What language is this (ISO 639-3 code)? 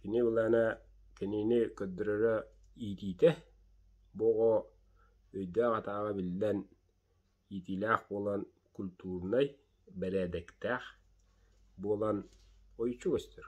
sah